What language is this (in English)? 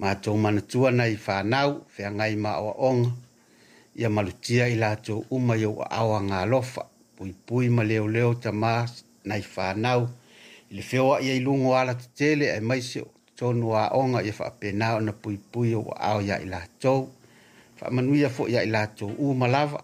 Samoan